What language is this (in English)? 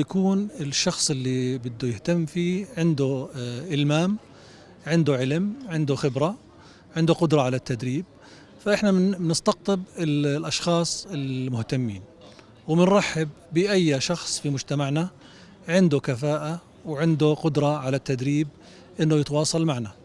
North Levantine Arabic